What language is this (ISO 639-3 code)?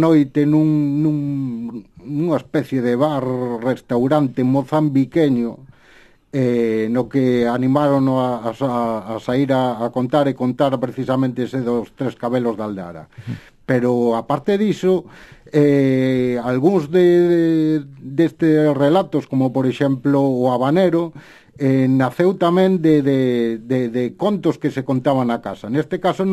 glg